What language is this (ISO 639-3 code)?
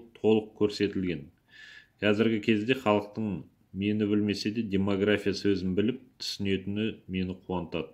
kaz